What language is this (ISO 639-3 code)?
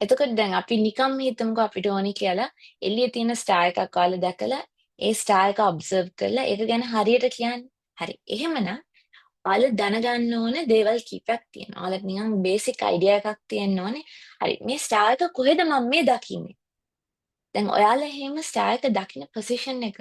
sin